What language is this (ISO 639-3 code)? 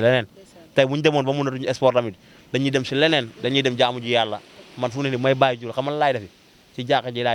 wol